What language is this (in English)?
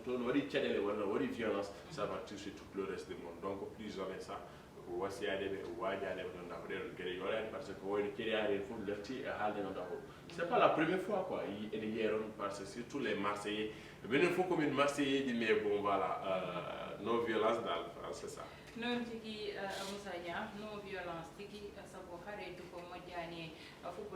Fula